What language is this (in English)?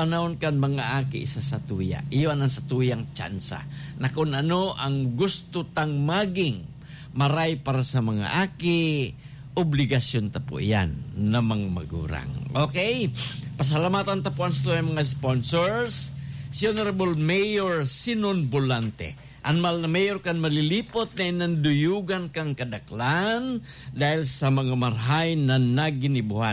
Bikol